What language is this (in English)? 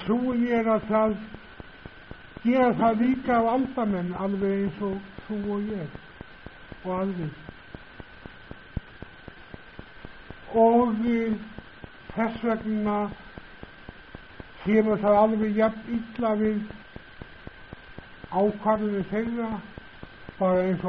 Icelandic